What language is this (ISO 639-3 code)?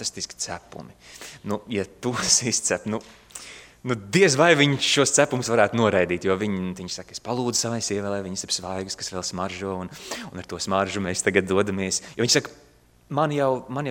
lav